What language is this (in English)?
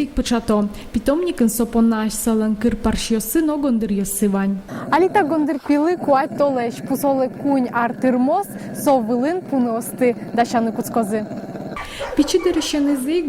Udmurt